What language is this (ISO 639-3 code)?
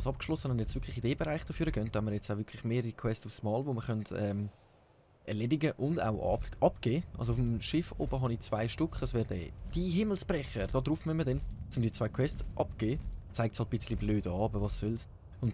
gsw